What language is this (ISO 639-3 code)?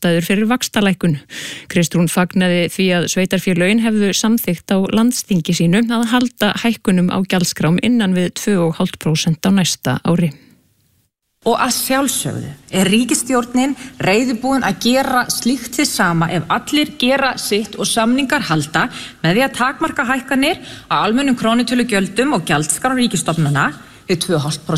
isl